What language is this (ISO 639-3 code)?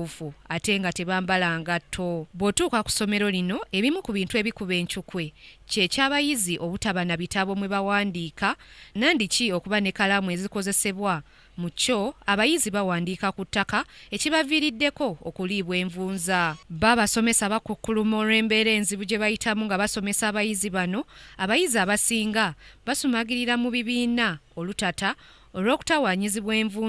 lug